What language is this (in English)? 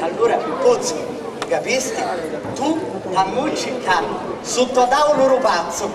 Sicilian